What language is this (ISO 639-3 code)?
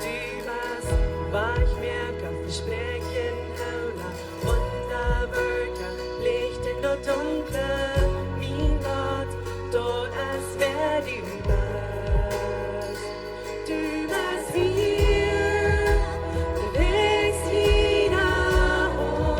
pdt